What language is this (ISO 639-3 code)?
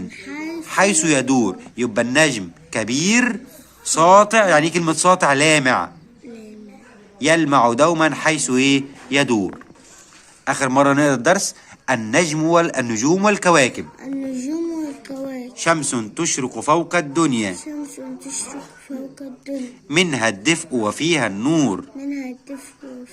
arz